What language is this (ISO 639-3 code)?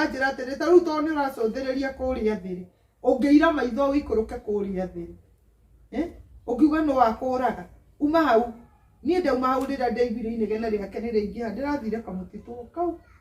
kik